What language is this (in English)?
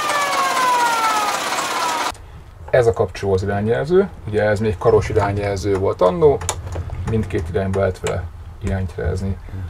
Hungarian